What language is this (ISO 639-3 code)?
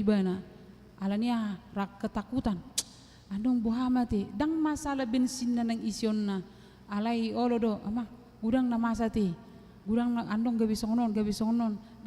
bbc